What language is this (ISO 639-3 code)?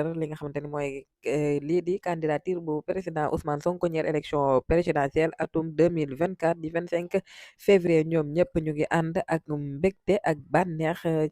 wol